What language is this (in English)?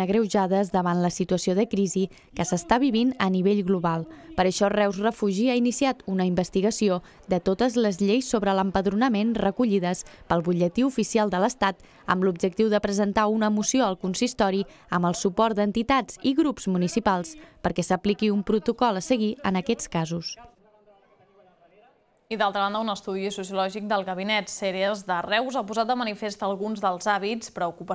Catalan